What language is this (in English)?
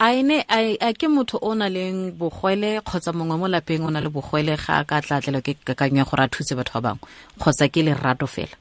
Tswana